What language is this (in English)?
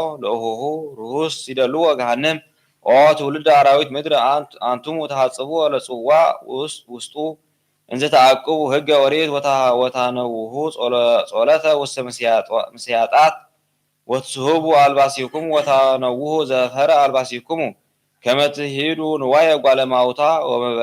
Geez